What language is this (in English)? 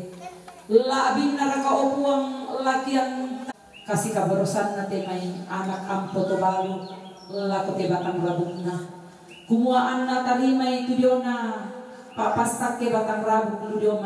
Toraja-Sa'dan